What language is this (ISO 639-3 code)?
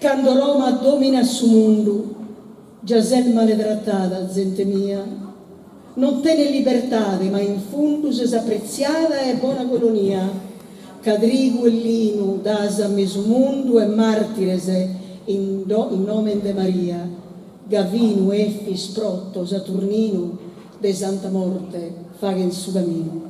srd